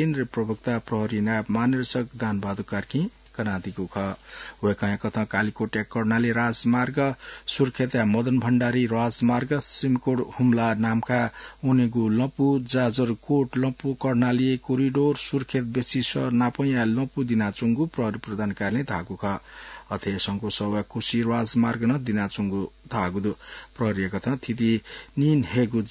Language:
Newari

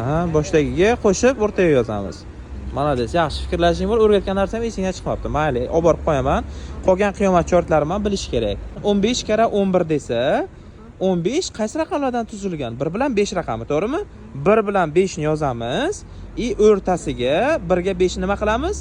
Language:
Uzbek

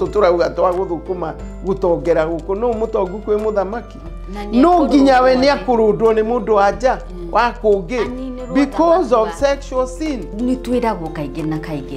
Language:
Kikuyu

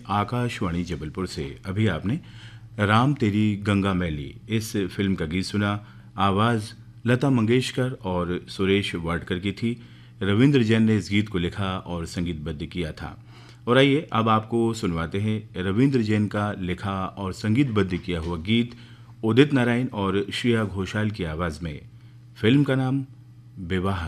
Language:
Hindi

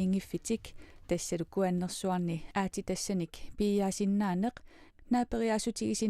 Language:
Kalaallisut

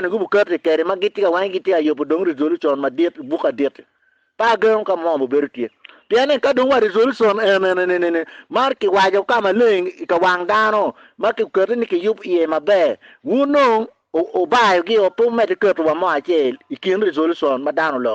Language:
Acoli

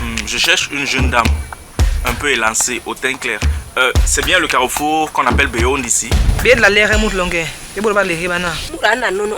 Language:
Basaa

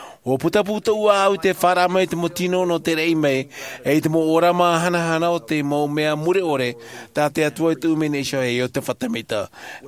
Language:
Tahitian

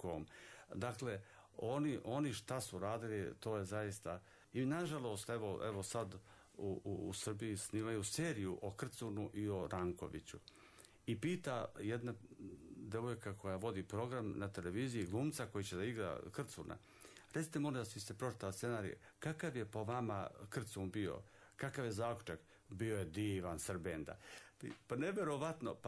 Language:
Serbian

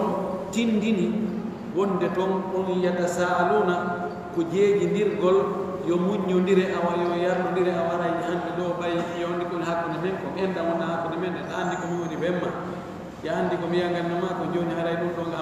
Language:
Fula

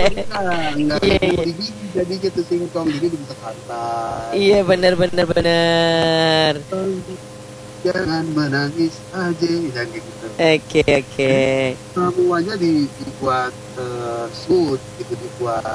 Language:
Indonesian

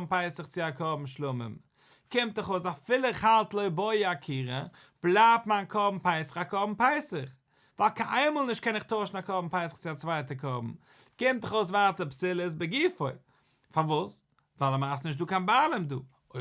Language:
Yiddish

